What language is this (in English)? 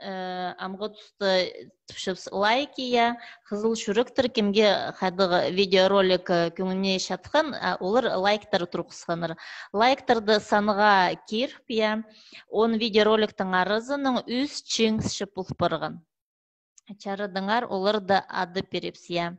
Khakas